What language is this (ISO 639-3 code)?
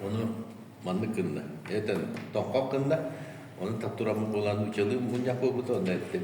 sah